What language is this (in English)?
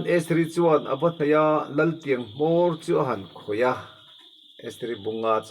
Mizo